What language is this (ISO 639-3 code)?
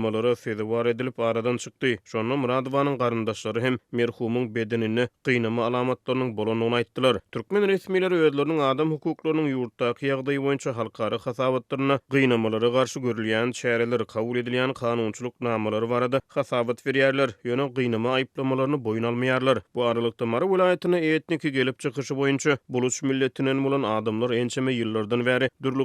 tuk